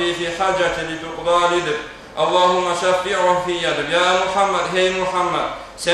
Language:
Kumyk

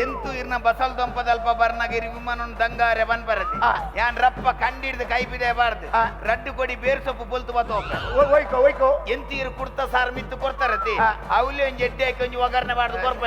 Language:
Tulu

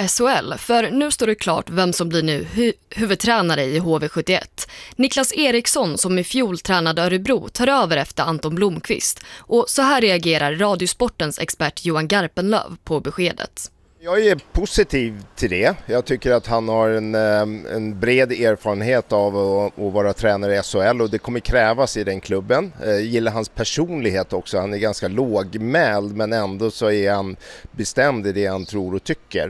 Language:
Swedish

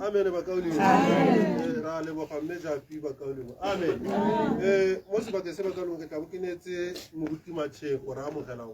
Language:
Tswana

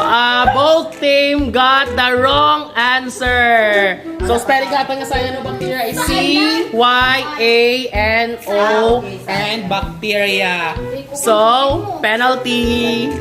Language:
Hiligaynon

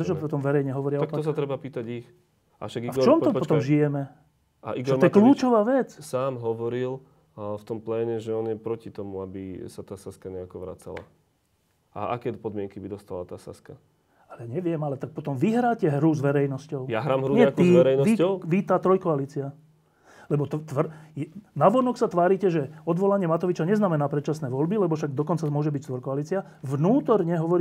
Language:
Slovak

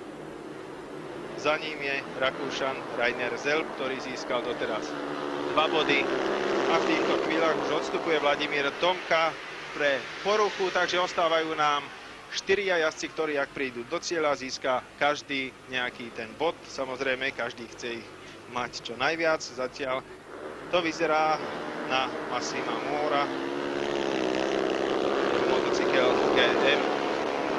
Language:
Slovak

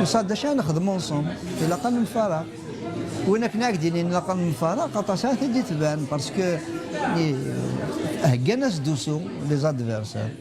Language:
Kabyle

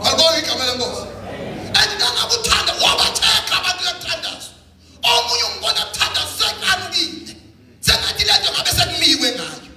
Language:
Zulu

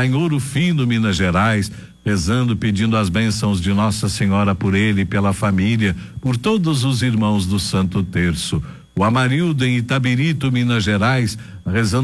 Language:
Portuguese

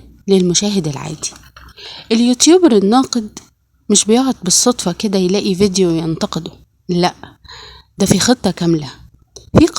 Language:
Egyptian Arabic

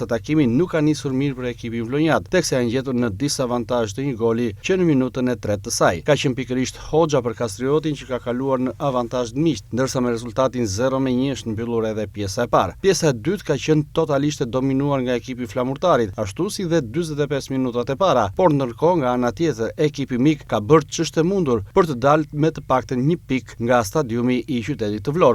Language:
Albanian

